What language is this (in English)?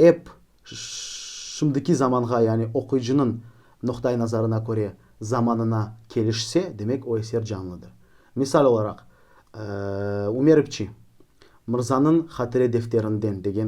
Crimean Tatar